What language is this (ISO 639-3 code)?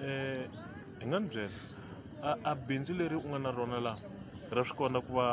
tso